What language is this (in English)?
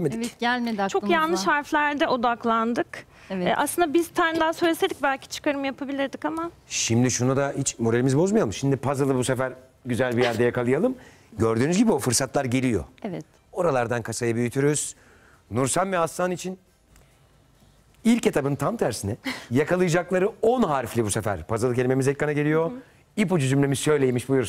Turkish